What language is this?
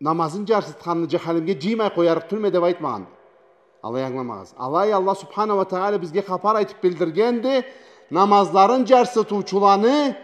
Karachay-Balkar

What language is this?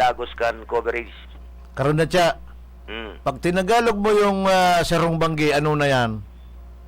Bikol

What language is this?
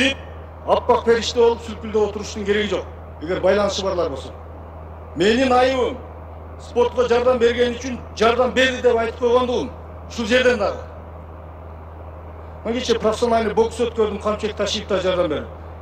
Kyrgyz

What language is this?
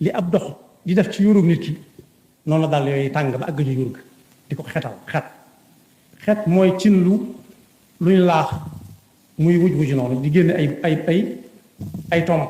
Wolof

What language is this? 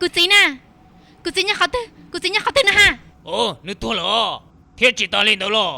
Hmong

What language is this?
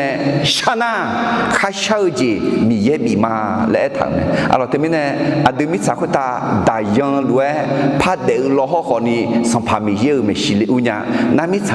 Akha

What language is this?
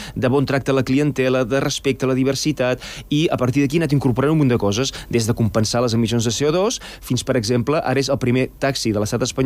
Catalan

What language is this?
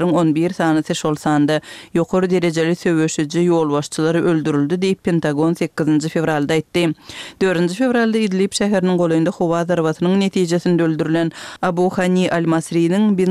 Kyrgyz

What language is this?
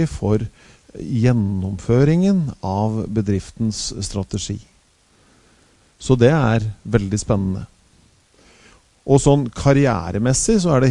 Norwegian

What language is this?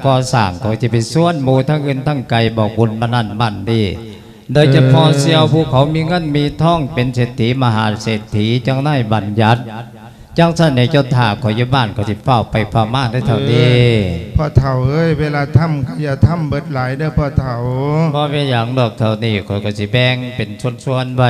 Lao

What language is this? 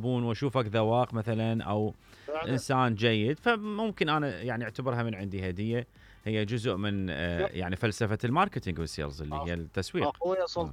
Mesopotamian Arabic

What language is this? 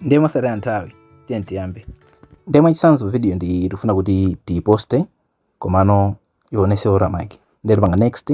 Nyanja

